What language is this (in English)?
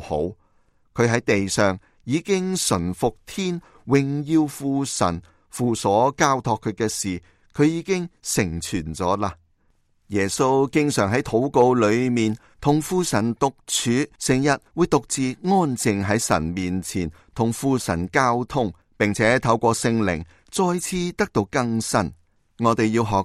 Cantonese